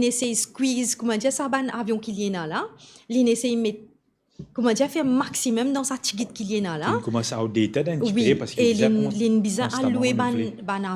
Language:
Morisyen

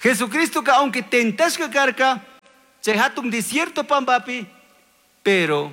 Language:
Chimborazo Highland Quichua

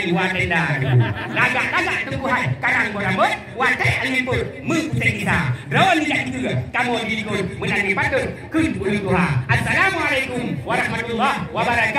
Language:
Achinese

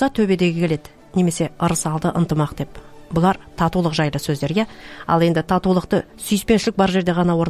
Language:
Kazakh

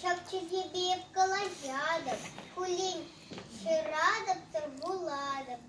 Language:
Chuvash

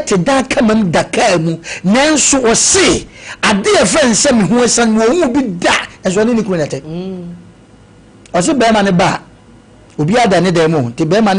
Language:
Akan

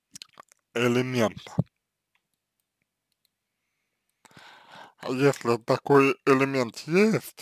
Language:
Russian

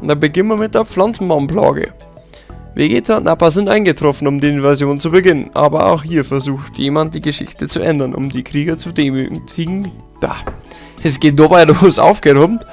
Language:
Bavarian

